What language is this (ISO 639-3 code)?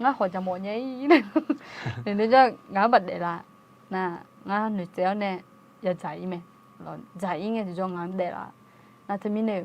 ahk